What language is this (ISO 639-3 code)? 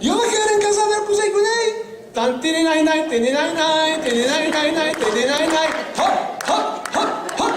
lad